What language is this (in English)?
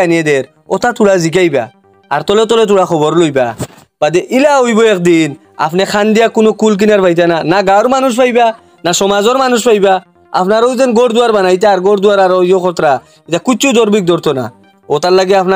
Sylheti